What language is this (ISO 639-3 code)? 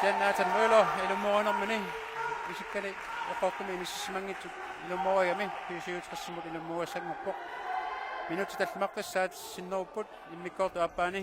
kal